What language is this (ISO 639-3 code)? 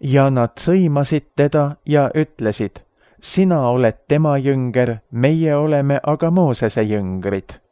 est